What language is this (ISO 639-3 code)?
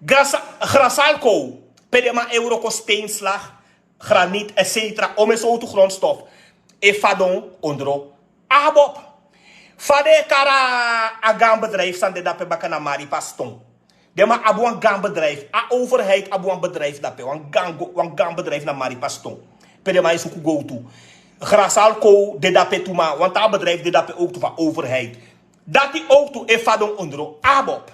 srn